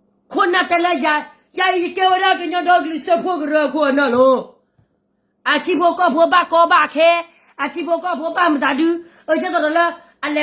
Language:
S'gaw Karen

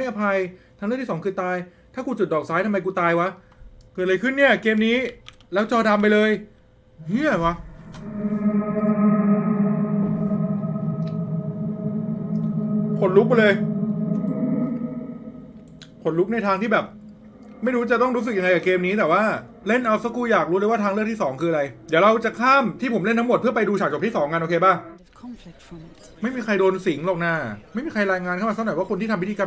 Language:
Thai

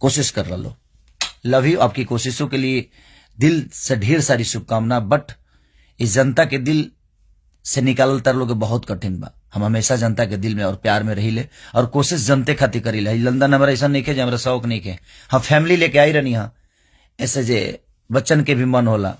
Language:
Bhojpuri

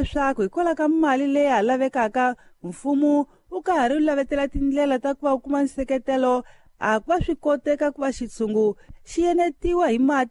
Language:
Tsonga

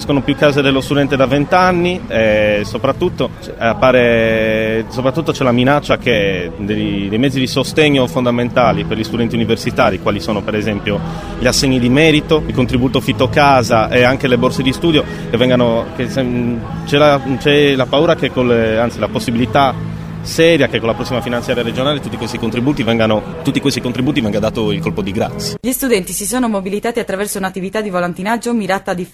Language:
Italian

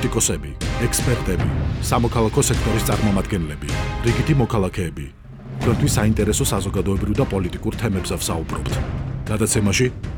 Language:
Georgian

